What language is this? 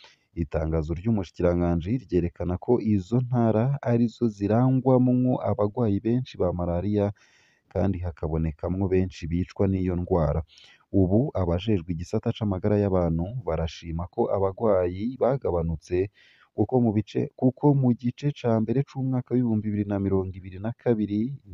Rundi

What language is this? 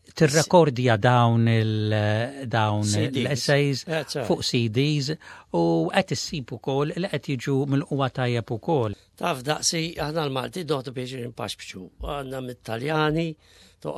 Maltese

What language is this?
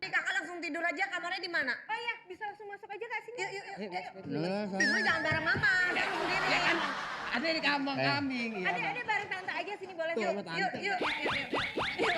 Betawi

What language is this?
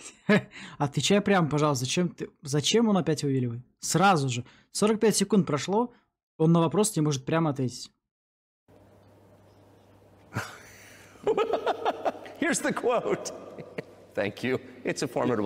Russian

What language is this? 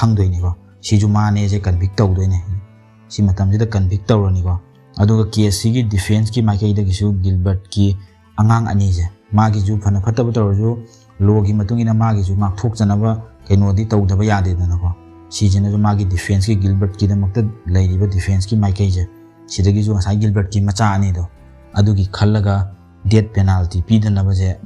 Manipuri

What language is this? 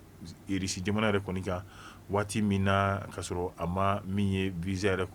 Bambara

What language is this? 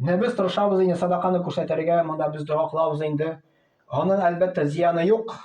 Tatar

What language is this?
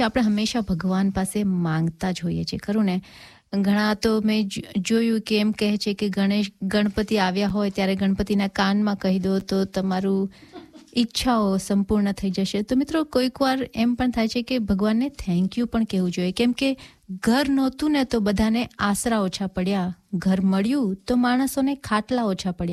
Gujarati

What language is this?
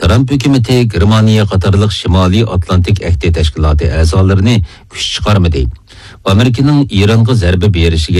Uyghur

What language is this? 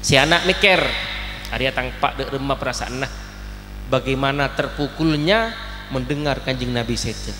Madurese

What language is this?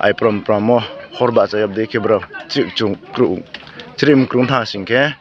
Riang (India)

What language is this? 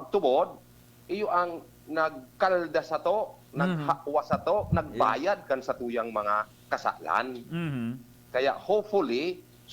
Bikol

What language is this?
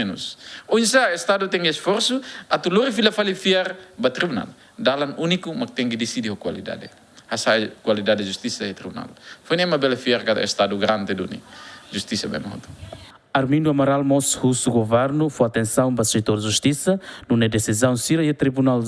Tetum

